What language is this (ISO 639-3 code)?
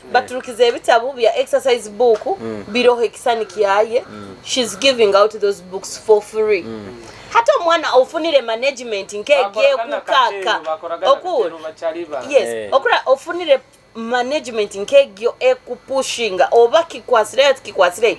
nyo